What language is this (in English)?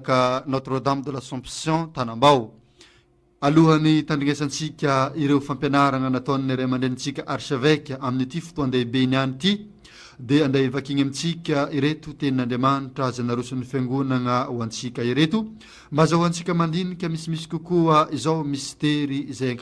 Malagasy